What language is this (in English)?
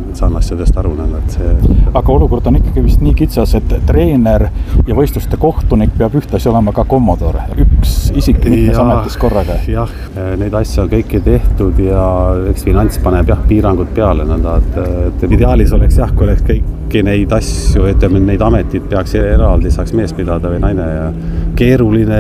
Estonian